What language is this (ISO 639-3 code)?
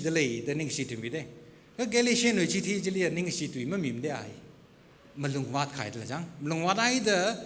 nmf